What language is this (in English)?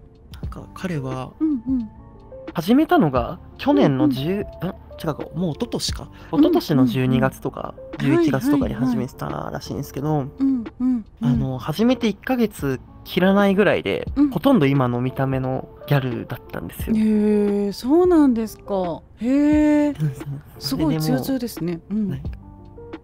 Japanese